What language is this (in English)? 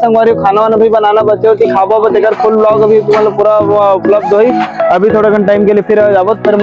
Chhattisgarhi